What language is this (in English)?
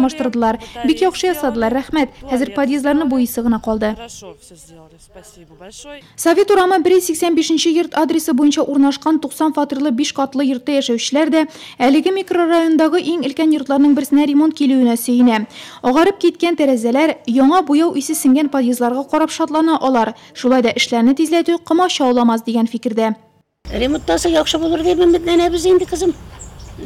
Tatar